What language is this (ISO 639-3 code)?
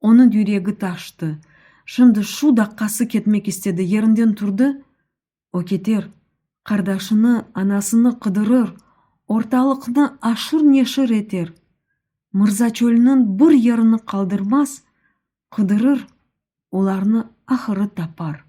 crh